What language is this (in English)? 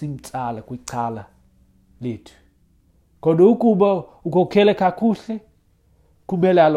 Xhosa